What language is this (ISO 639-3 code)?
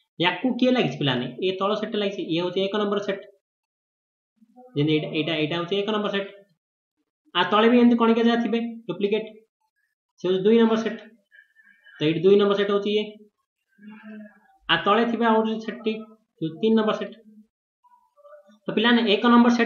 ori